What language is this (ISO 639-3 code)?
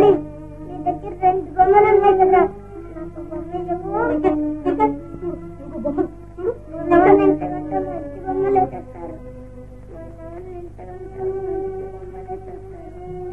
tel